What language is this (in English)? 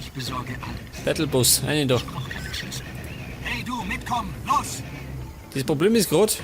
Bavarian